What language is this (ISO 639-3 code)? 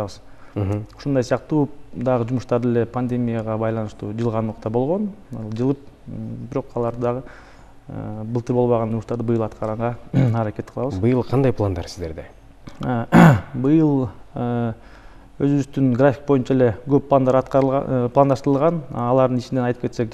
kir